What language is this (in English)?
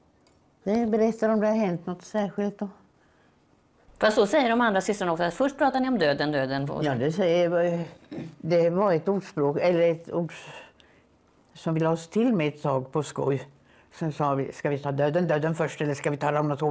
Swedish